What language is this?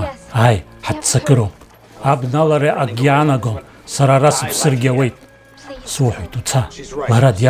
Abkhazian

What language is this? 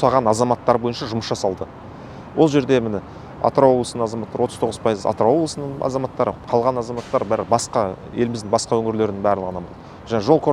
Kazakh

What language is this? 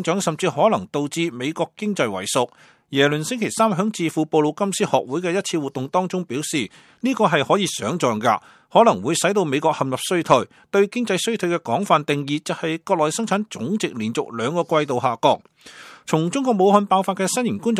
Cantonese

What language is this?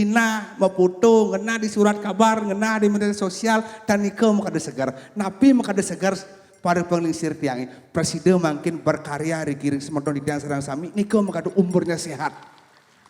Balinese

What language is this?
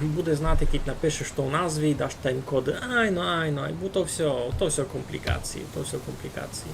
Rusyn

